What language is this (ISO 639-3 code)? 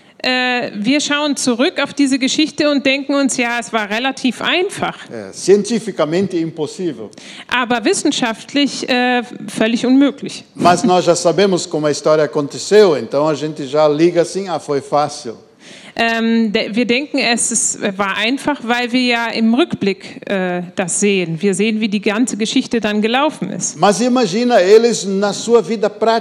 deu